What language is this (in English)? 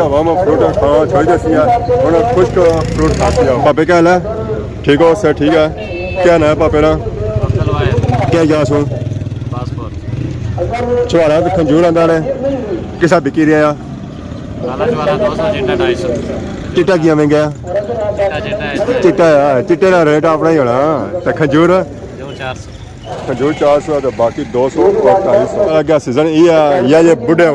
Pahari-Potwari